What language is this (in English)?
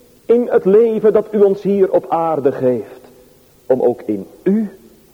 Dutch